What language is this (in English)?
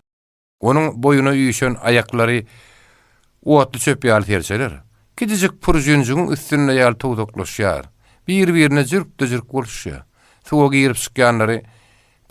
Turkmen